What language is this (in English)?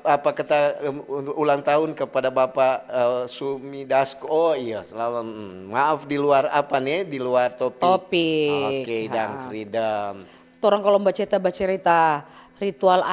Manado Malay